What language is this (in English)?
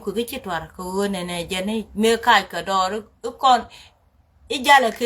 Nuer